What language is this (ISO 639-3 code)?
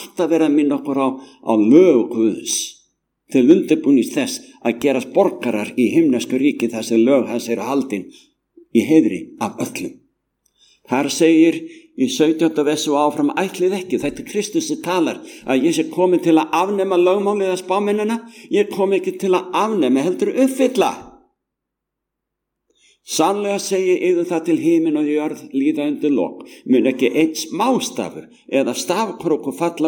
isl